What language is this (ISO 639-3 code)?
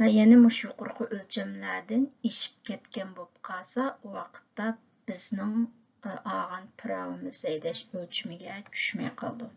uig